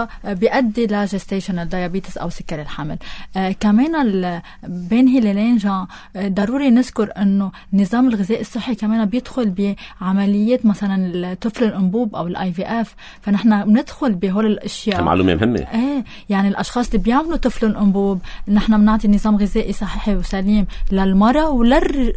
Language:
North Levantine Arabic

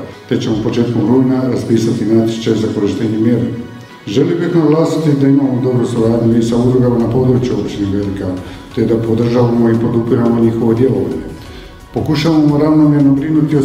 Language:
Croatian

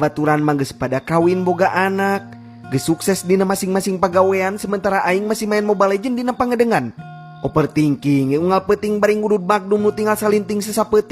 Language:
Sundanese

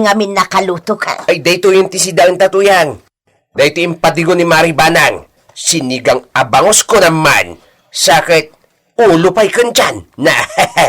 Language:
Iloko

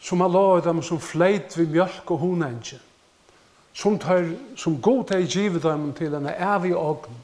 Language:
Faroese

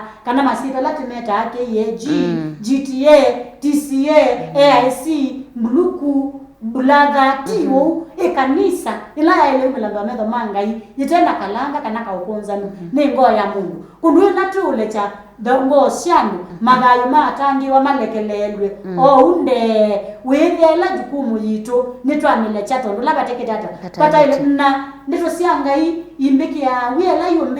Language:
Kamba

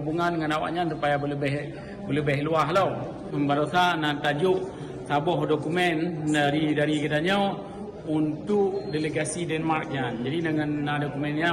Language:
Achinese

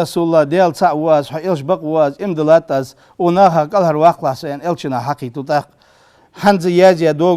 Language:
Ingush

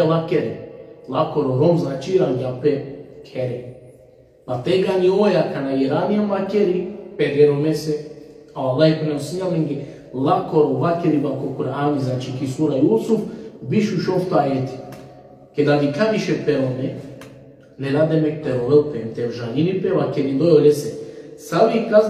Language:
Balkan Romani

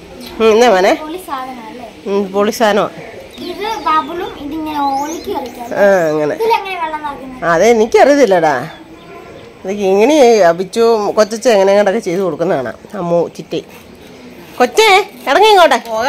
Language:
Malayalam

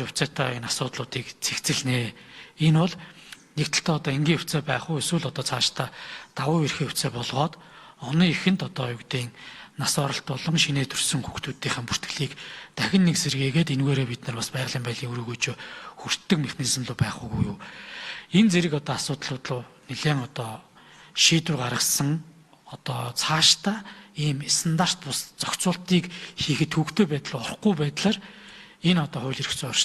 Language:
Mongolian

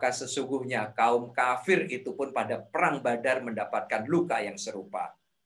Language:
Indonesian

